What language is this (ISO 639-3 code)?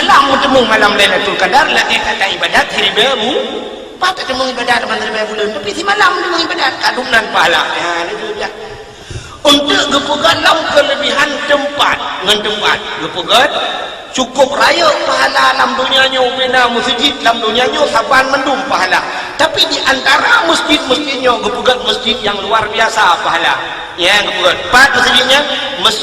ace